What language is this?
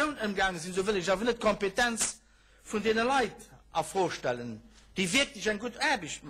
Luxembourgish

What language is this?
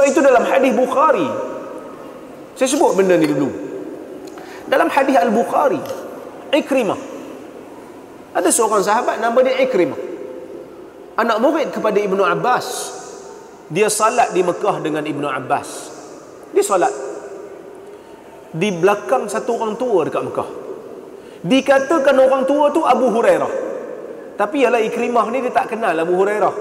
Malay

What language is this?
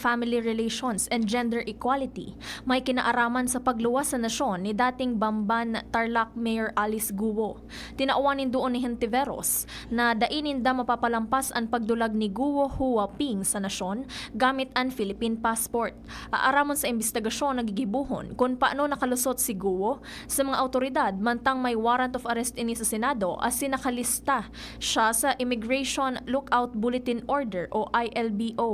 Bikol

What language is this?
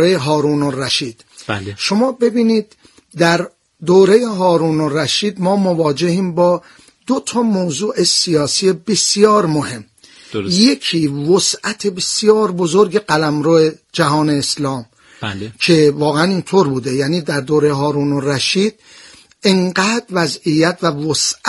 Persian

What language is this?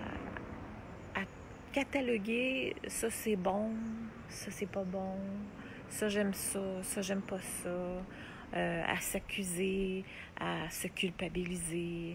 French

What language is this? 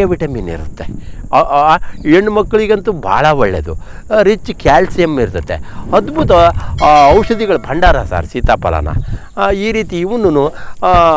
Kannada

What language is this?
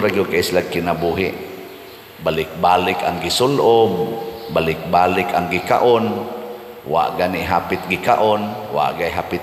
Cebuano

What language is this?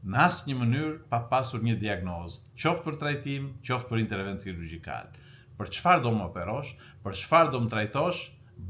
Albanian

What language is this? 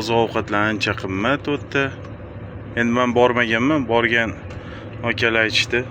Uzbek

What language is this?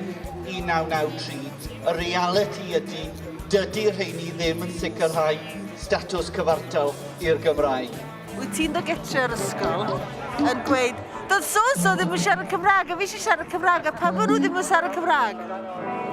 Welsh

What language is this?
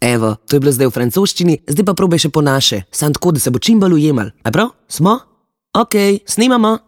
Slovenian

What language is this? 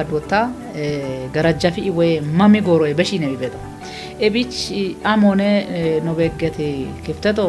Kafa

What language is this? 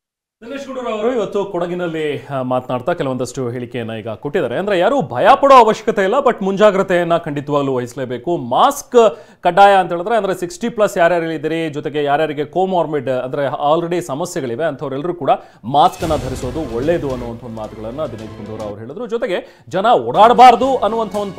Kannada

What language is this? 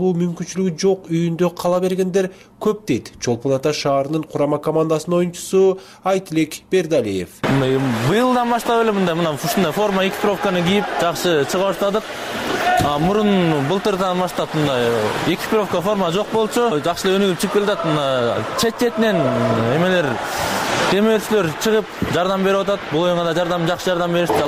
Kyrgyz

